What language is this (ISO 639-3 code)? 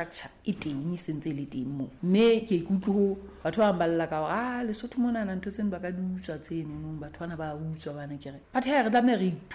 sot